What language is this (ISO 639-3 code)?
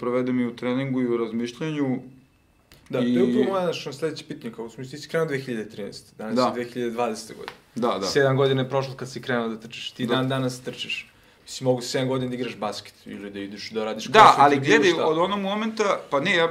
srp